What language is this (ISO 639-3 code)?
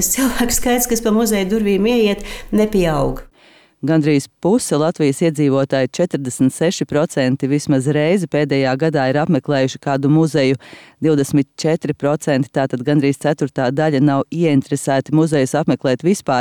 lav